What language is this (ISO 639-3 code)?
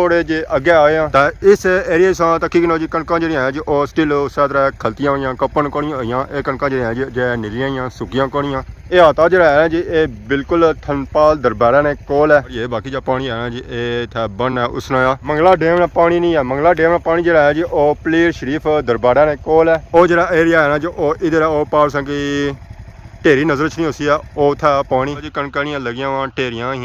phr